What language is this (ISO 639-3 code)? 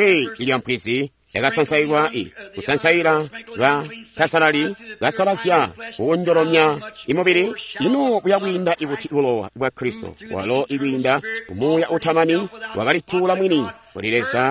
toi